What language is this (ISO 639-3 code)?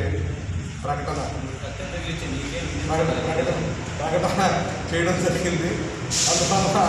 tel